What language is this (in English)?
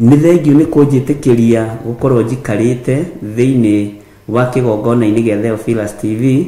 Kikuyu